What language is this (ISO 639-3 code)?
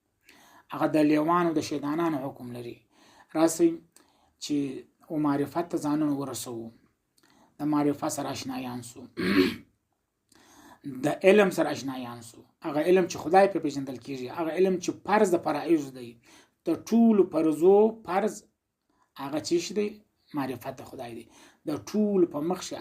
pus